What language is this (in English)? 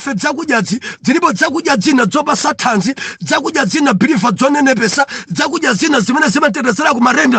Nyanja